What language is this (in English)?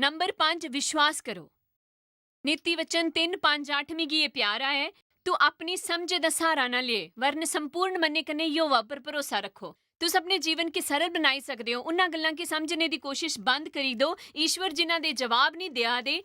Dogri